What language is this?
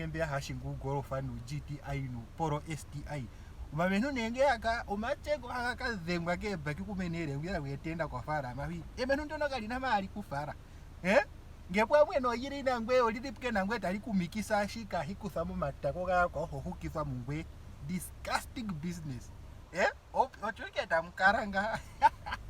Ndonga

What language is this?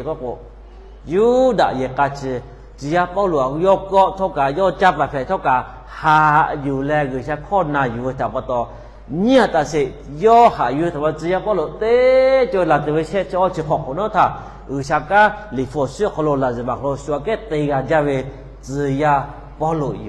Lahu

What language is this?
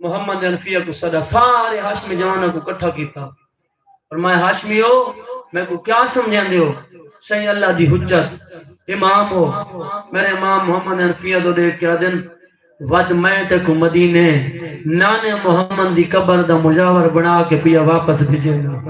Saraiki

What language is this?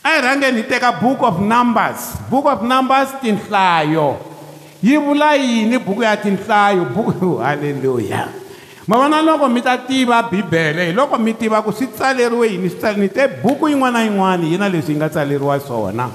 Tsonga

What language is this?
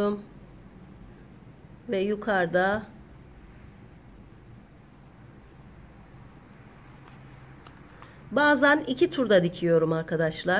Turkish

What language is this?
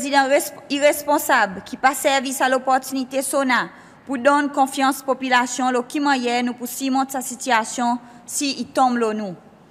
Seselwa Creole French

